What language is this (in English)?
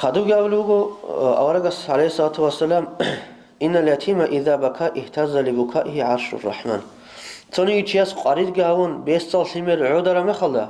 Avaric